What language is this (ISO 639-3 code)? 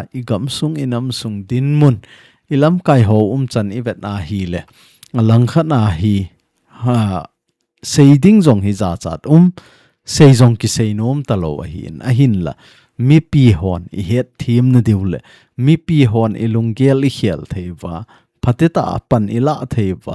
tcz